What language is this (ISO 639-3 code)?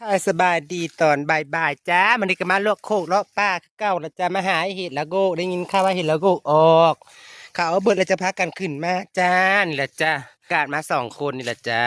tts